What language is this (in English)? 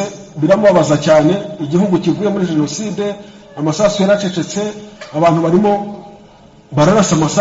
Kinyarwanda